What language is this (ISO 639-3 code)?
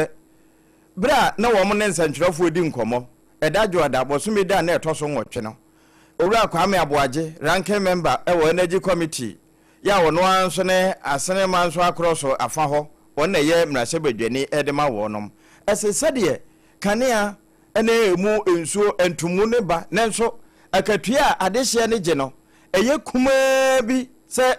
aka